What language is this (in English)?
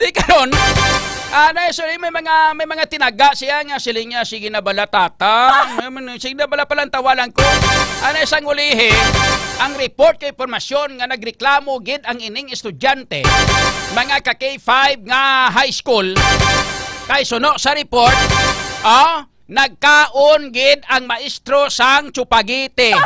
Hiligaynon